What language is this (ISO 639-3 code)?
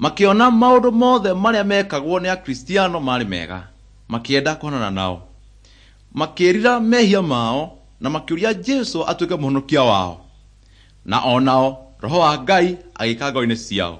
kik